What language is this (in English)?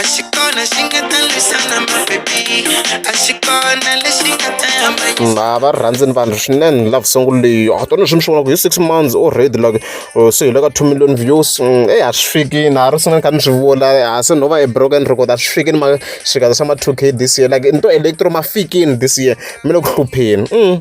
Tsonga